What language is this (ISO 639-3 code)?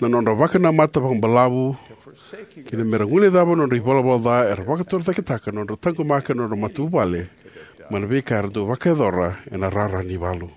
fij